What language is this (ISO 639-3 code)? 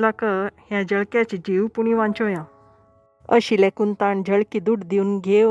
kok